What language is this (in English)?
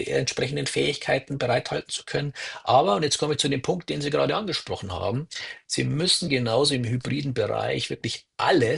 German